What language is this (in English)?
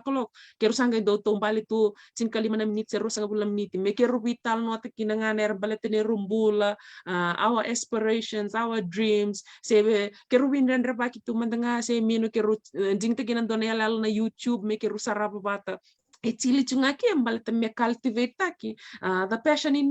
Fijian